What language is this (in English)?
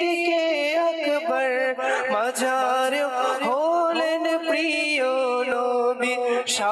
Bangla